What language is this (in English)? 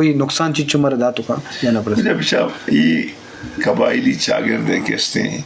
Eastern Balochi